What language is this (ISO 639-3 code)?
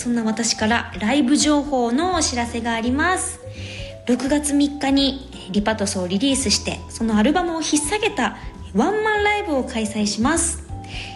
jpn